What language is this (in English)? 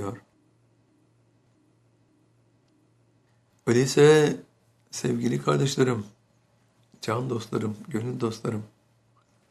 Turkish